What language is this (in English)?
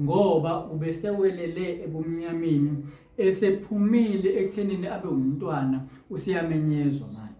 Zulu